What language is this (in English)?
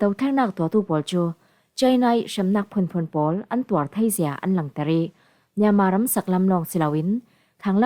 Falam Chin